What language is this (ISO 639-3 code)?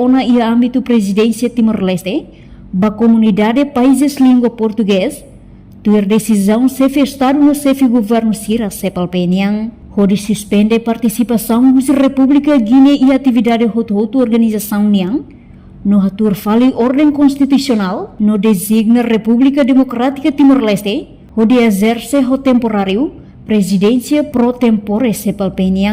tet